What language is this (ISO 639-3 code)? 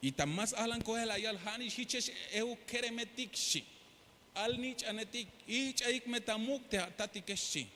tzh